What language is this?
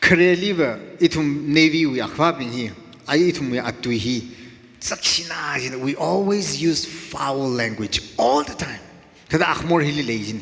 Tangkhul Naga (India)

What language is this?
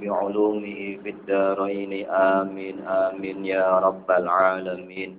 Javanese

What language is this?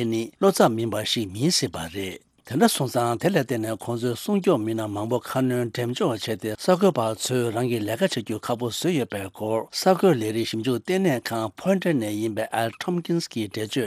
Tibetan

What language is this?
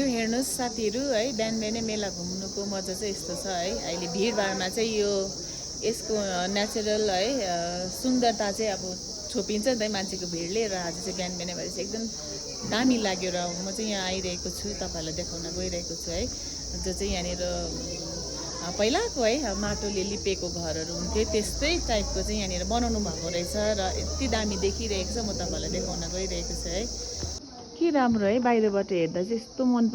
Nepali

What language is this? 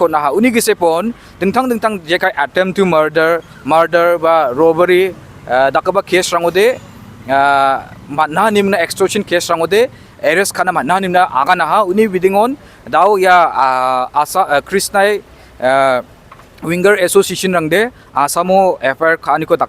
Garo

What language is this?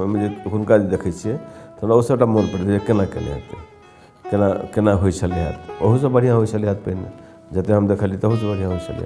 Maithili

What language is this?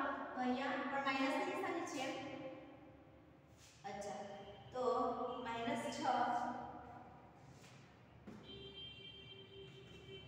Gujarati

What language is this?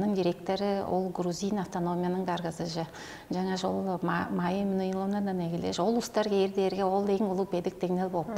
Tuvinian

